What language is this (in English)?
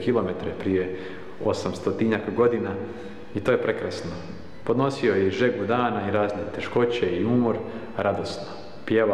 Croatian